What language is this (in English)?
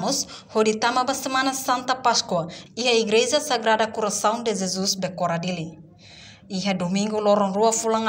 Tetum